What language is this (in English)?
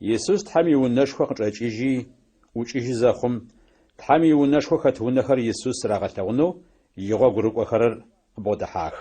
Adyghe